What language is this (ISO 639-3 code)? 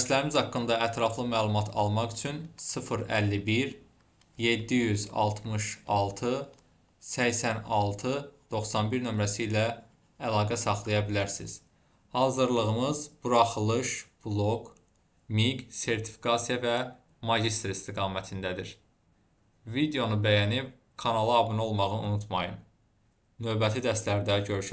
aze